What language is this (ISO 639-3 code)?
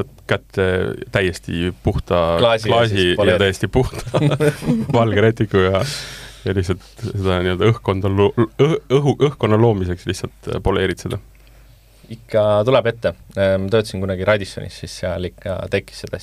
est